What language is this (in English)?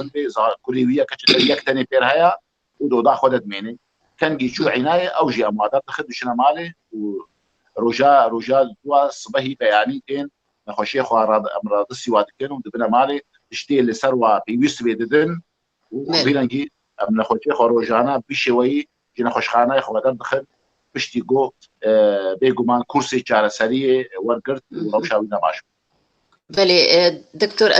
Kurdish